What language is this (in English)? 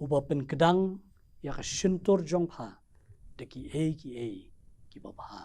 Khasi